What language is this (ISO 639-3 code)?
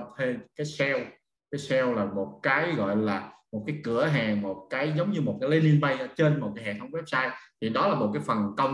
vie